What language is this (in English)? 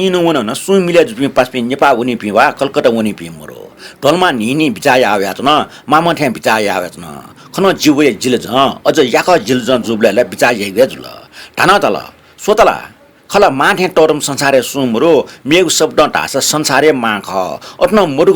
Newari